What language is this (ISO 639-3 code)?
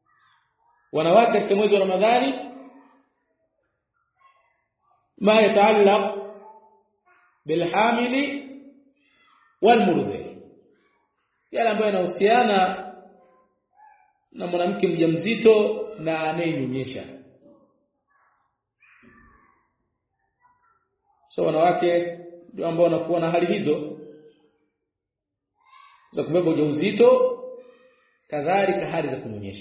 swa